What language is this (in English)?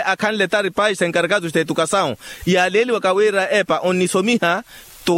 Makhuwa